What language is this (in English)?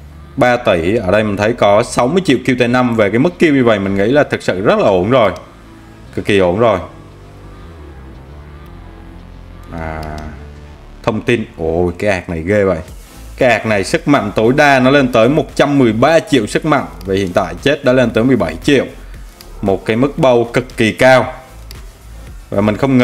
Vietnamese